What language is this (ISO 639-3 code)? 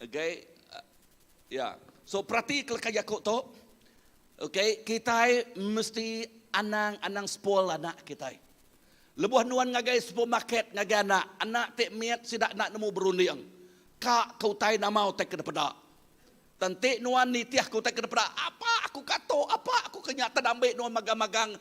iba